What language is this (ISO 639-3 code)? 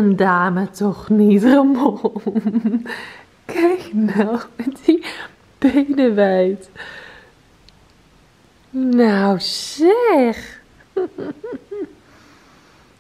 nld